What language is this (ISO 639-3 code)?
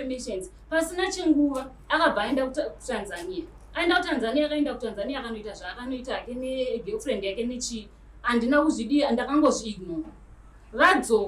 sna